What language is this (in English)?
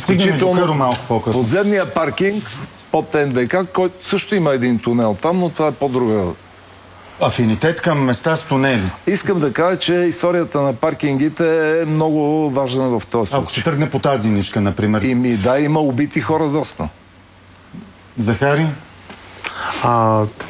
Bulgarian